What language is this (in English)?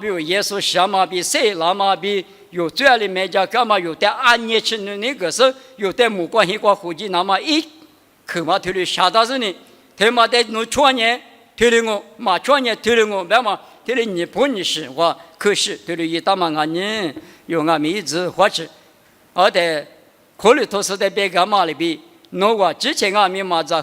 Lisu